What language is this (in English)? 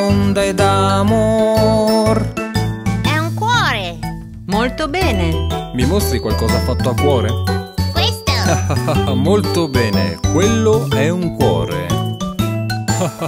Italian